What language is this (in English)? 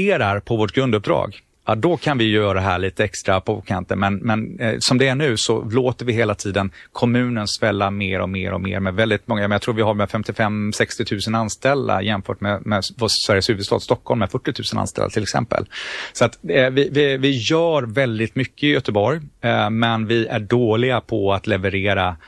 Swedish